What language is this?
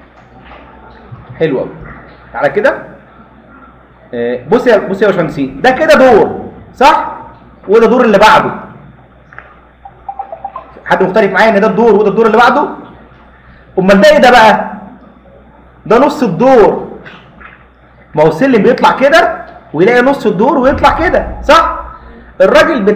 Egyptian Arabic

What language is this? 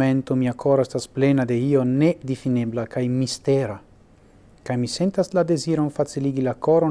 Esperanto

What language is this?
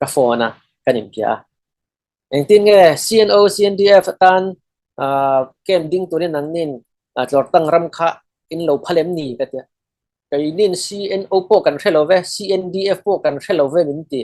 Falam Chin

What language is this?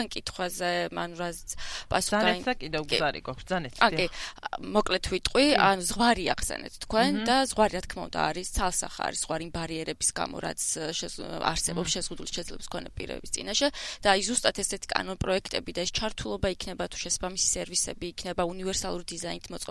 Georgian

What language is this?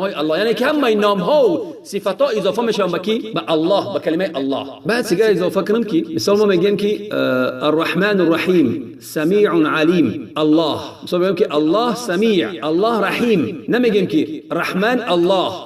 Tajik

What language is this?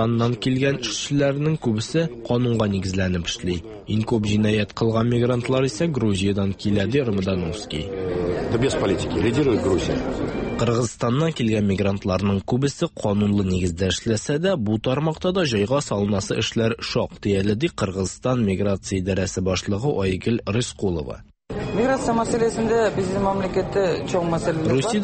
Tatar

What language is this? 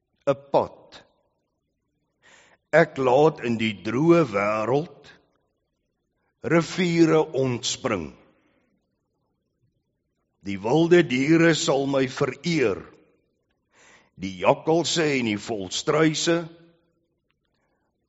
Afrikaans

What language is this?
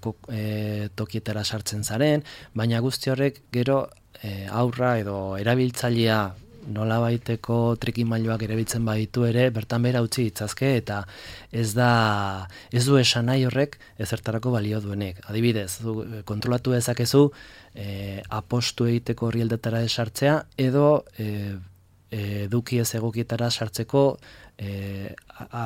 Basque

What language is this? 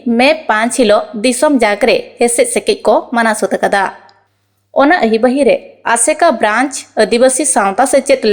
Santali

